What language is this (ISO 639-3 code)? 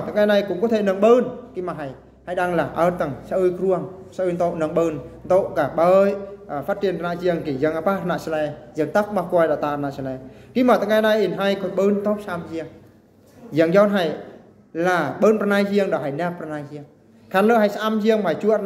bru